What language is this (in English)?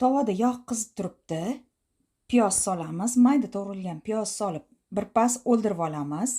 Uzbek